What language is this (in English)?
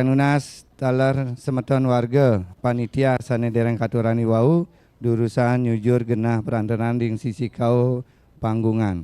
Balinese